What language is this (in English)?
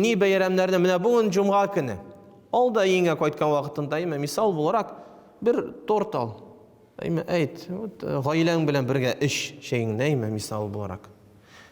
Tatar